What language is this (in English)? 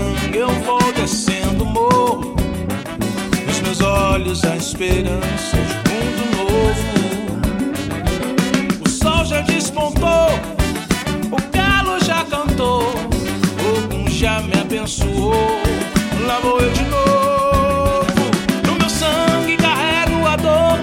Portuguese